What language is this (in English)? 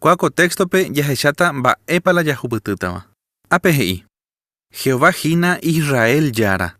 Guarani